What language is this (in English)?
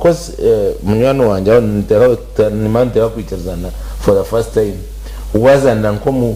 Nyankole